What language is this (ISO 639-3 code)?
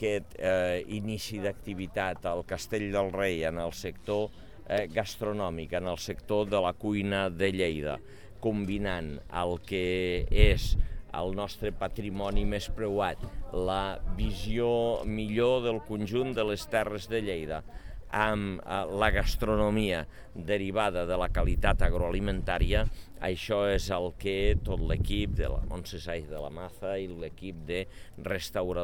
cat